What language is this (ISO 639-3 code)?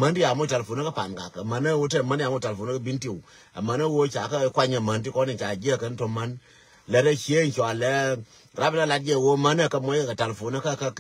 nus